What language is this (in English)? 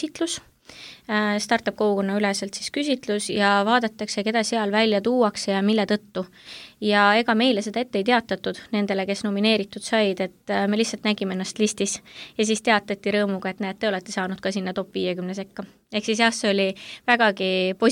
Estonian